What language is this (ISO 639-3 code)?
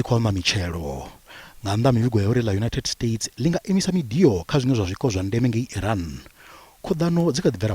ven